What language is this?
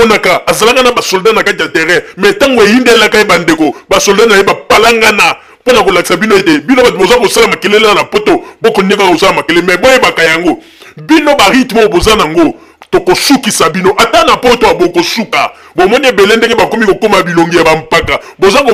Lingala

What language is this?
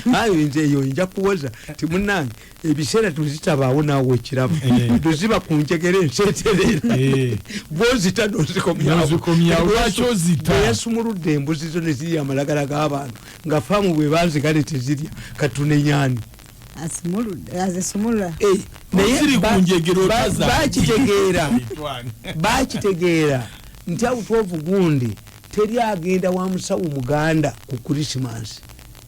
Ganda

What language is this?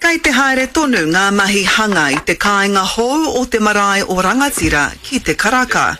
Māori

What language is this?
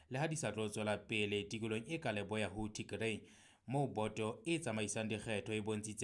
Southern Sotho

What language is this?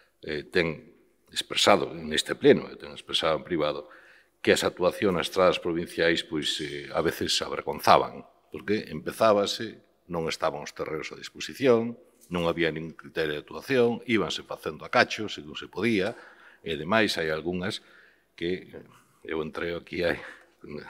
Galician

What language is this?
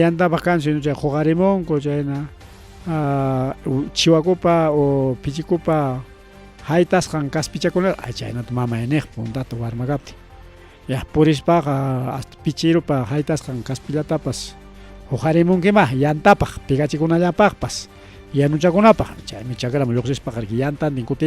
Ayacucho Quechua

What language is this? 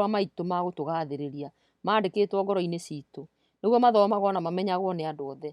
Kikuyu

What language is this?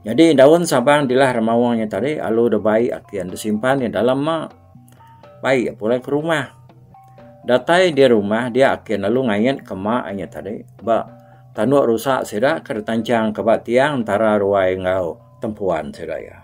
Iban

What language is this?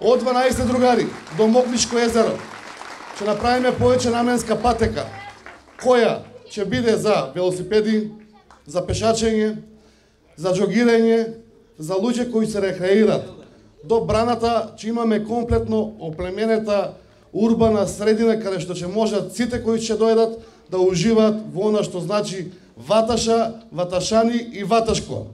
Macedonian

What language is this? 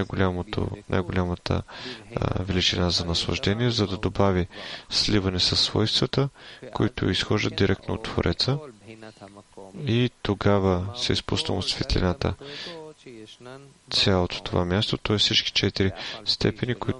Bulgarian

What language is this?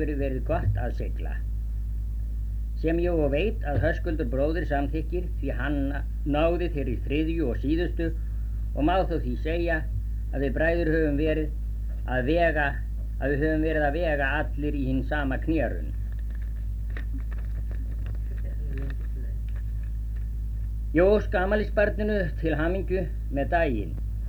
Icelandic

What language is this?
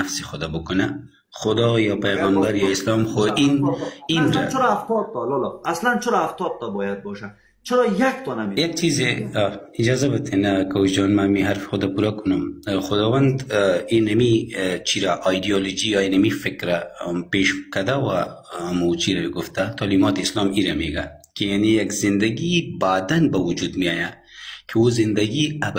Persian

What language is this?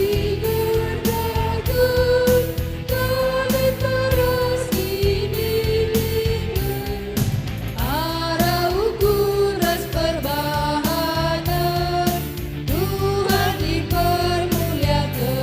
Batak Karo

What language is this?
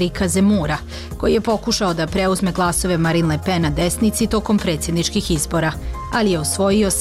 Bosnian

